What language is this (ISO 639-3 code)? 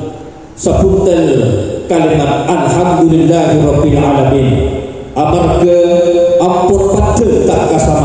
mad